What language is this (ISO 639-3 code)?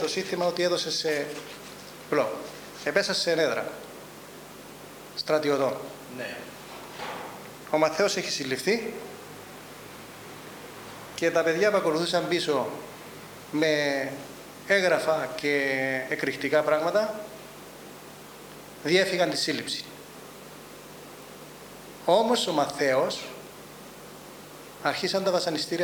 ell